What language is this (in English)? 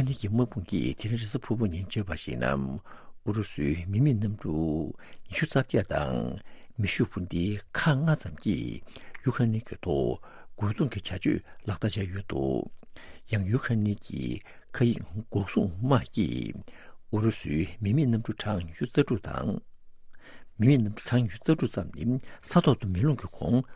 Tibetan